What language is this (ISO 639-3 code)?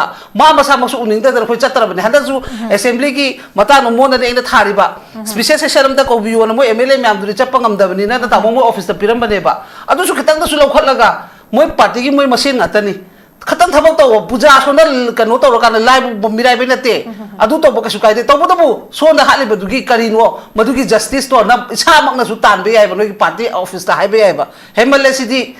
mni